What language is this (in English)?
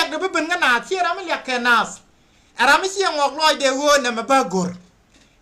Nuer